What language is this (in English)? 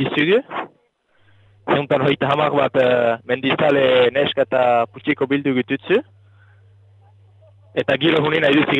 Basque